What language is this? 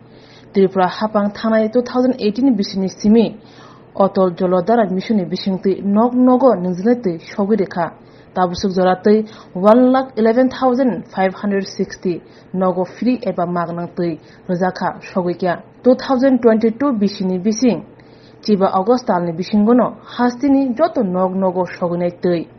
Kok Borok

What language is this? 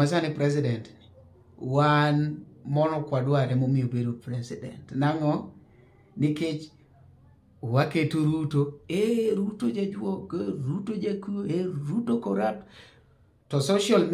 Luo (Kenya and Tanzania)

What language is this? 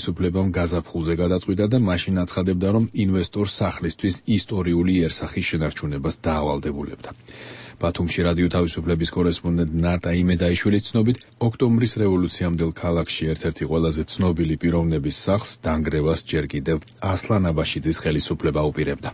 Georgian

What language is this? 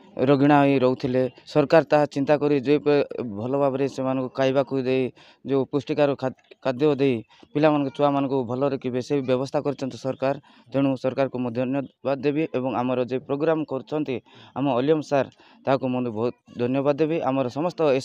Odia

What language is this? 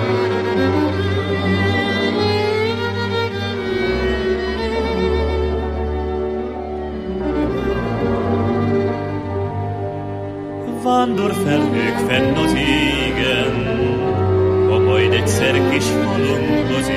Hungarian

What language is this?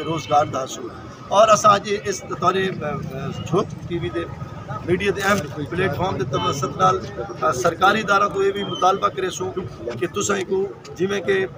Saraiki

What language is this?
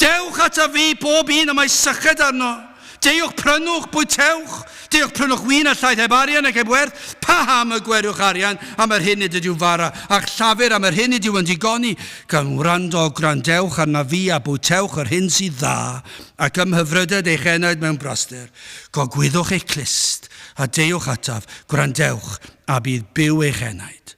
Welsh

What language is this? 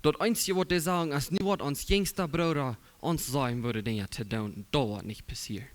Plautdietsch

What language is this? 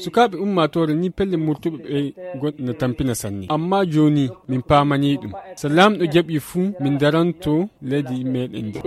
Fula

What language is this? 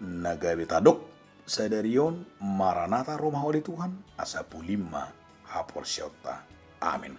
Batak Toba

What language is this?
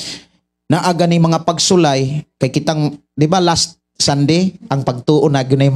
Cebuano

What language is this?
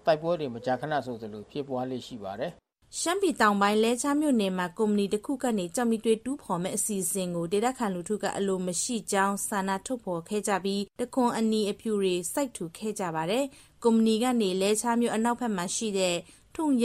Burmese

